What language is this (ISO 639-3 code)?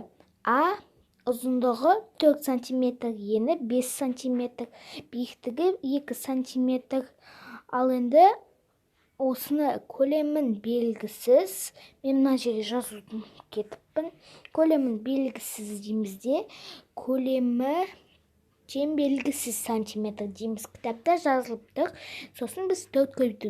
kaz